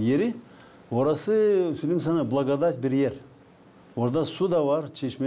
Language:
Gagauz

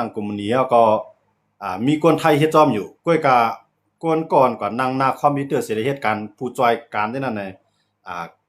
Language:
Shan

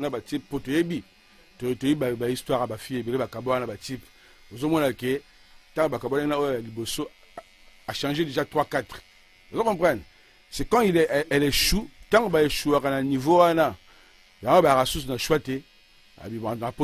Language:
Lingala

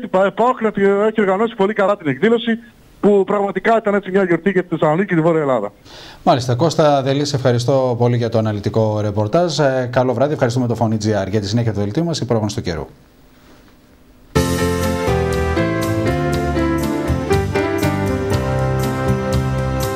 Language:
Greek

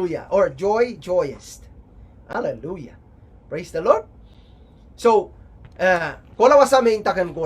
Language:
Pohnpeian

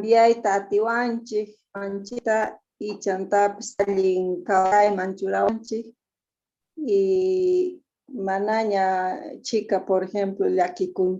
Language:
Quechua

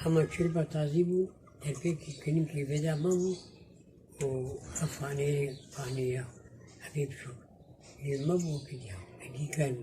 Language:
Kurdish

